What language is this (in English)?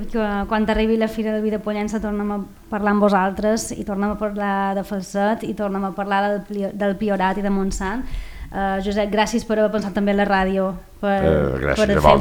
Catalan